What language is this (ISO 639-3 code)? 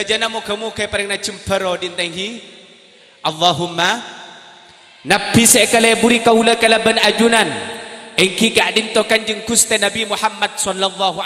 mad